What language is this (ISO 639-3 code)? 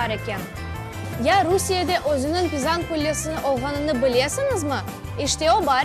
crh